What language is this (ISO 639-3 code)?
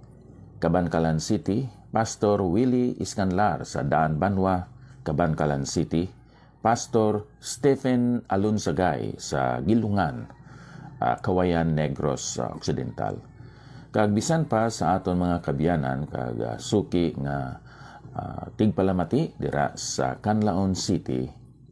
hil